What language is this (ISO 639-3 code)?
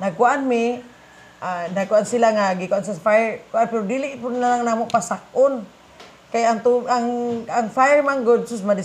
ceb